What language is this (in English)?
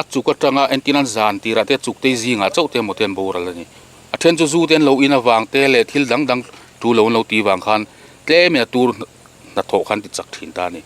Mizo